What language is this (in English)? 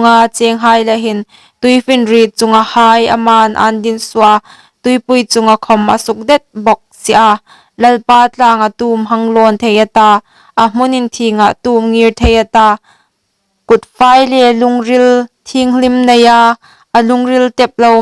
Hmar